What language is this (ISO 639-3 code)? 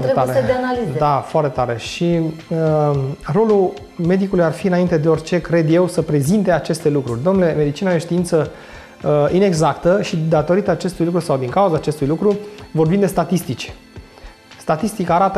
ron